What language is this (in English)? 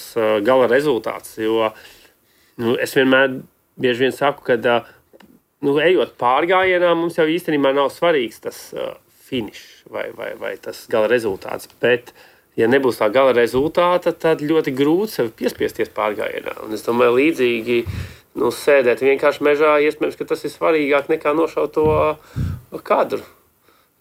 Latvian